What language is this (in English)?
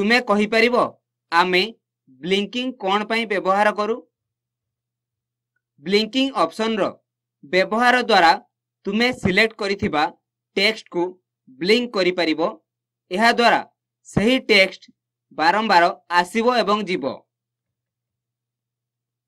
Odia